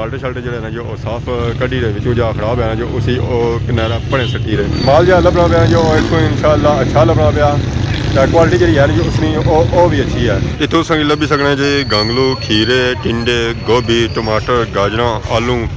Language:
Pahari-Potwari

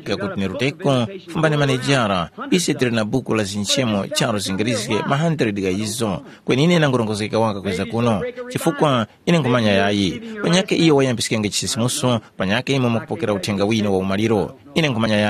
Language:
Tumbuka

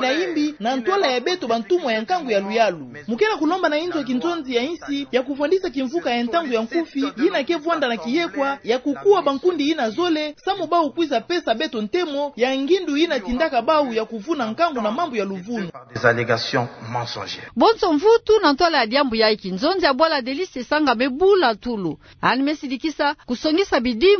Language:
Kituba (Democratic Republic of Congo)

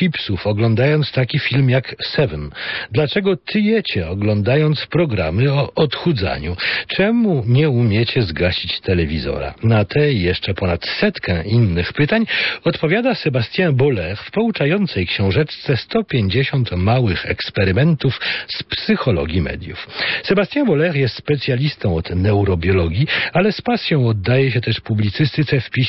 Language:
Polish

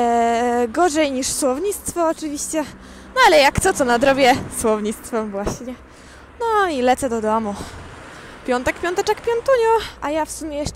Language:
Polish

